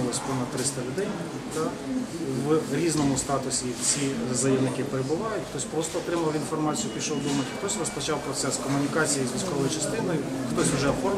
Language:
Ukrainian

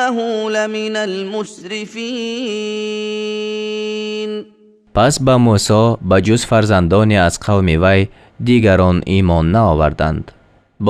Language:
Tajik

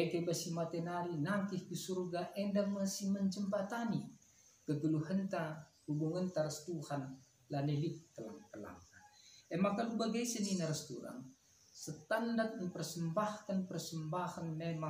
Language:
Batak Karo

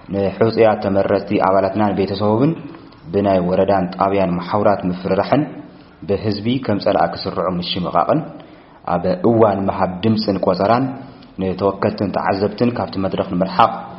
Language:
Tigrinya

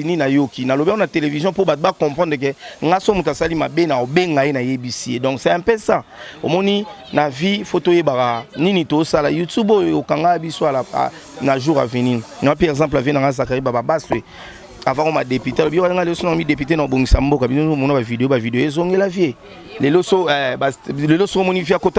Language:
Lingala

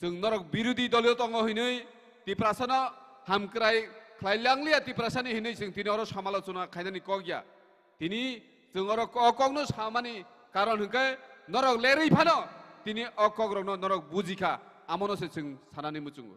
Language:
Kok Borok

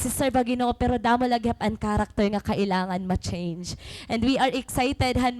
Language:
Waray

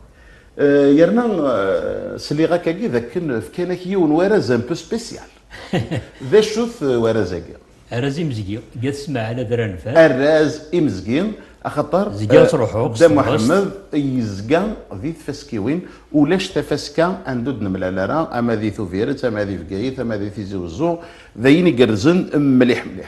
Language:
Kabyle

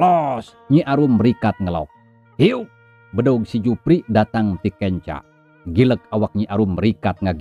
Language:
Sundanese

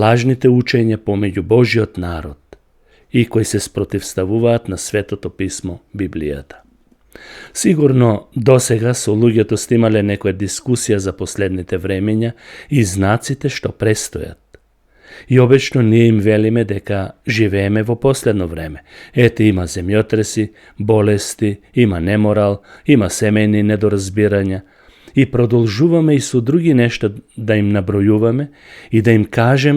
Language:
Macedonian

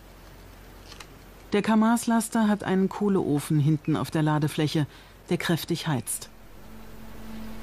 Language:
German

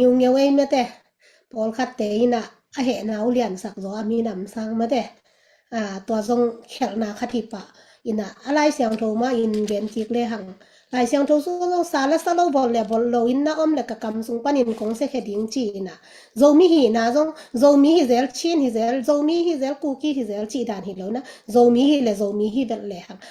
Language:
Tedim Chin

